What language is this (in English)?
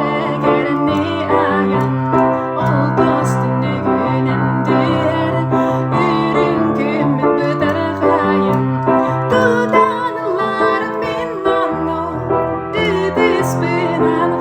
Yakut